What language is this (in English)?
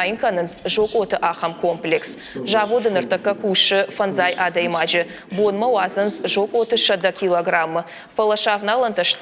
Ossetic